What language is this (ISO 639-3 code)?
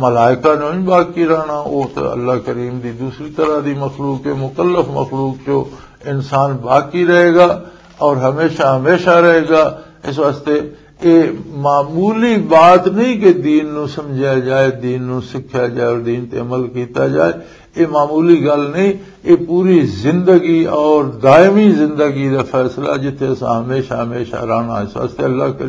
lah